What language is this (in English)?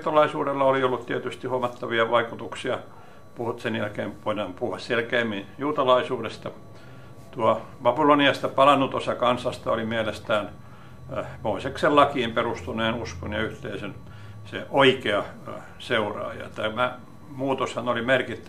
Finnish